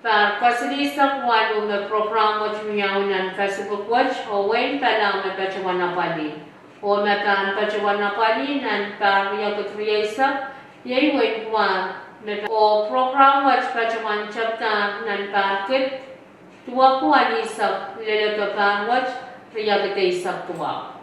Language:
Pohnpeian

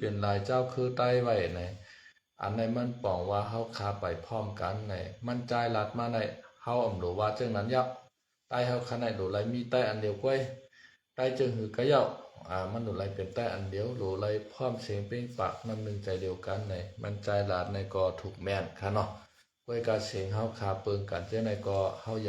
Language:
Shan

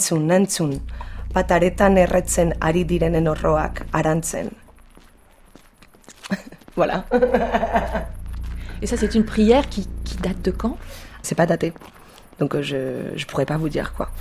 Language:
French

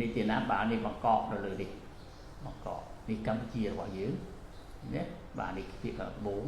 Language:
Khmer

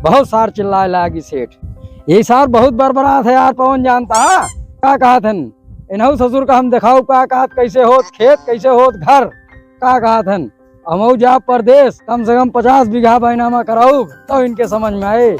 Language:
Awadhi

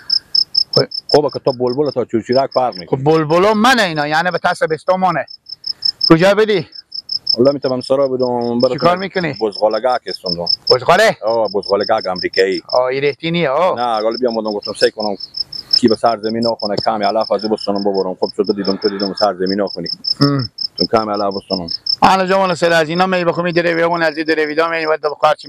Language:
Persian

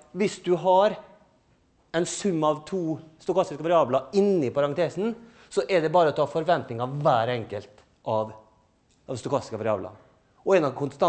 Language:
Norwegian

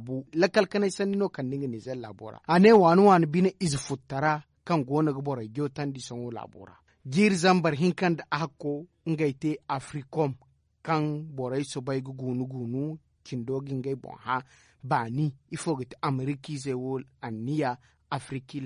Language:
Zarma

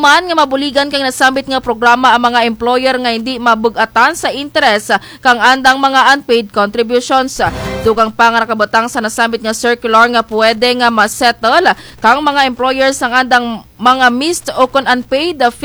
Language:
Kinaray-a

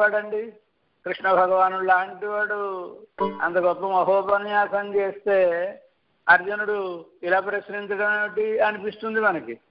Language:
Telugu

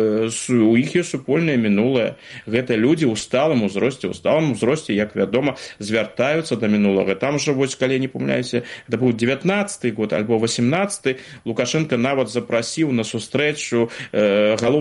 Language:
Belarusian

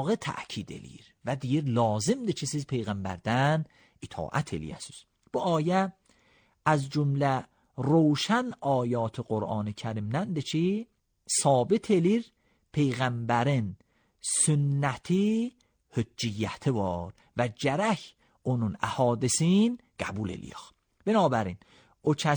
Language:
Azerbaijani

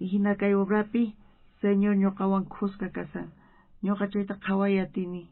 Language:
South Bolivian Quechua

